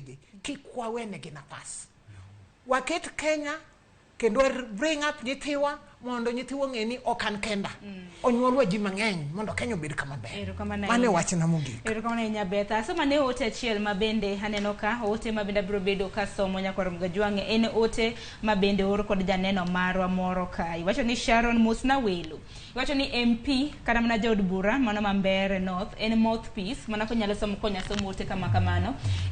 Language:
Luo (Kenya and Tanzania)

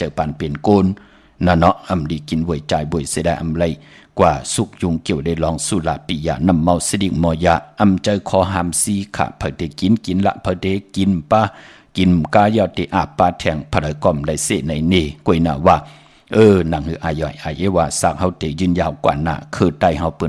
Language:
Shan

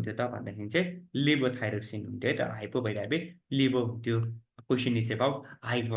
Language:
Nepali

